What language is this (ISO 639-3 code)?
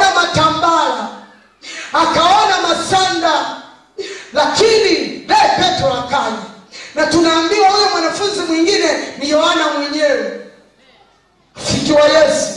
swa